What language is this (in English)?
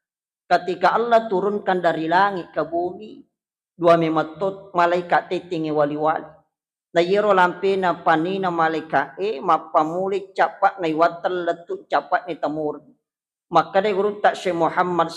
Buginese